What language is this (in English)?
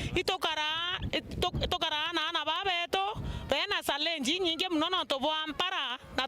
Meru